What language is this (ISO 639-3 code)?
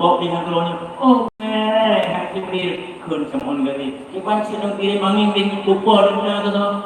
ace